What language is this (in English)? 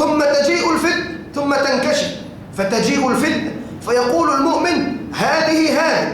Tausug